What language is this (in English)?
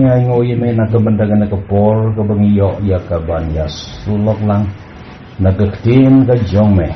Khasi